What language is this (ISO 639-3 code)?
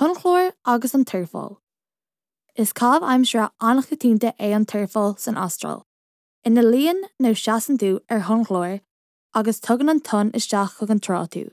gle